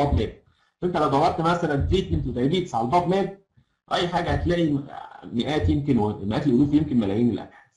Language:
Egyptian Arabic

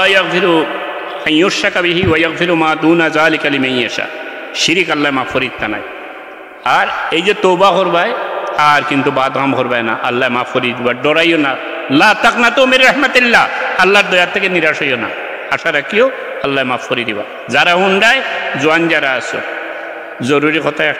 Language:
Sylheti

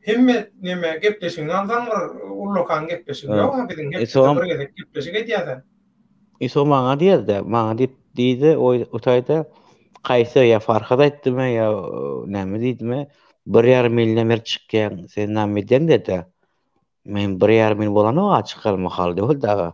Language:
Turkmen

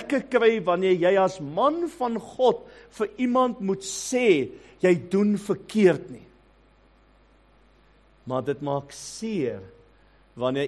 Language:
Afrikaans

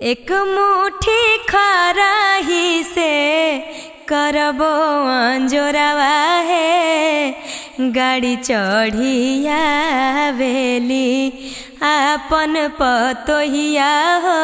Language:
Magahi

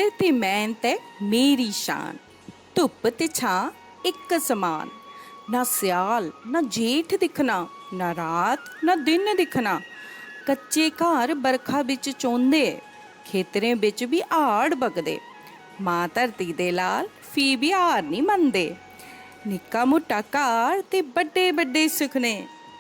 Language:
Dogri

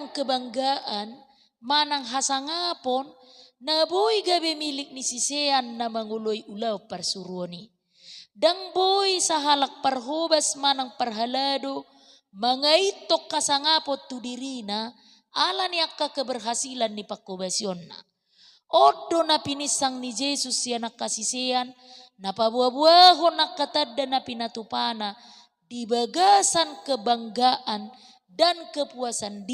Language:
Batak Toba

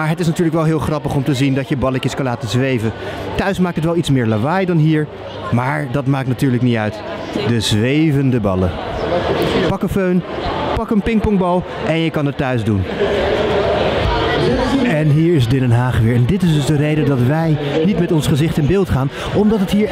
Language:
Dutch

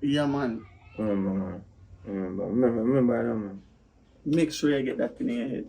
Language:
Jamaican Creole English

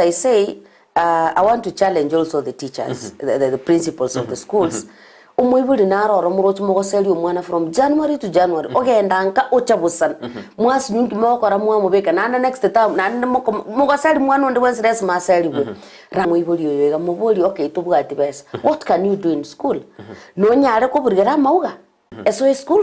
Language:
Gusii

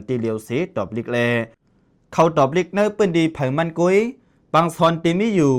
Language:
Lao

